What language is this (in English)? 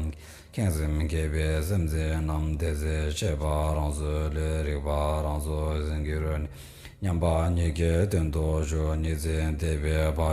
Tibetan